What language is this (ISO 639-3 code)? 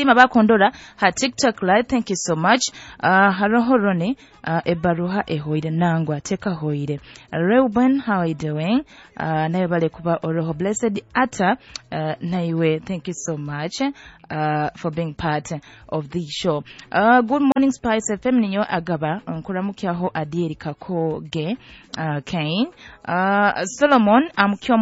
nyo